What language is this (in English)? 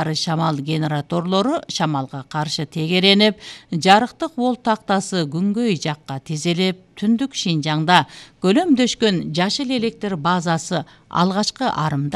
Kyrgyz